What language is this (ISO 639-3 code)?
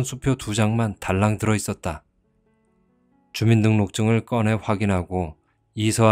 kor